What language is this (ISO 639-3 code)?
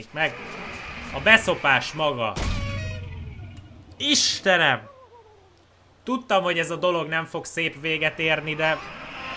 hun